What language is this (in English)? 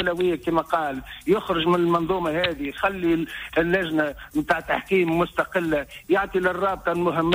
Tunisian Arabic